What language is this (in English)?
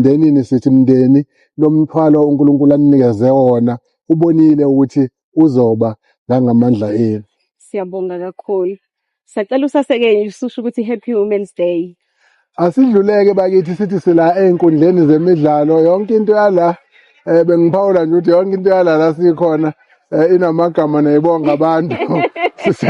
Zulu